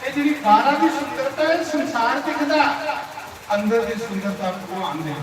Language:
Dogri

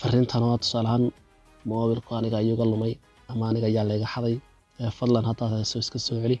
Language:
Somali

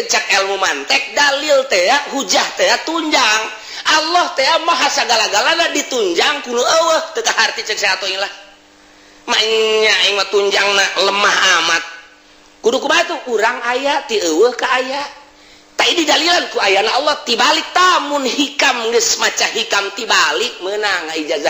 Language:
Sundanese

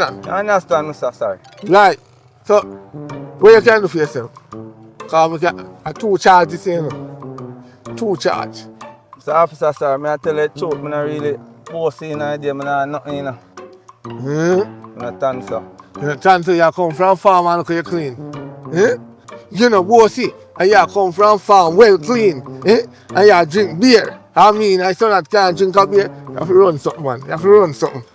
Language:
Jamaican Creole English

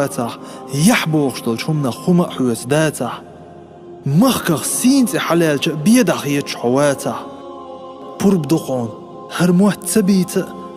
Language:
Chechen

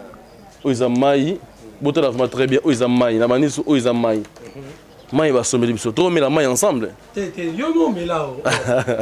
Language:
Lingala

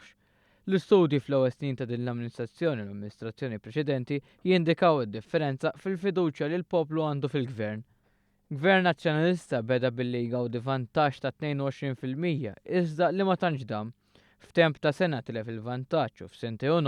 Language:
Maltese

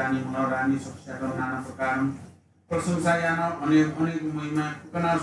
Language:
Newari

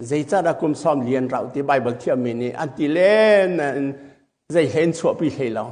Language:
Hakha Chin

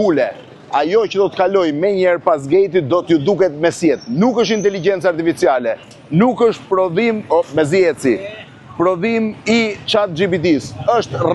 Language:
Albanian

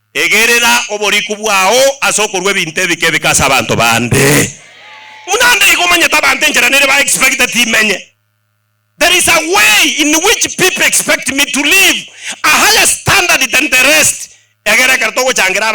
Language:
Gusii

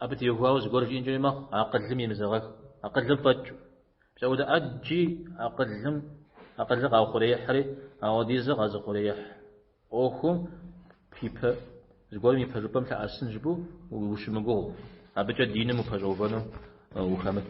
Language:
Kabardian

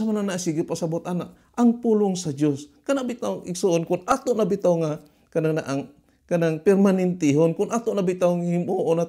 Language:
Cebuano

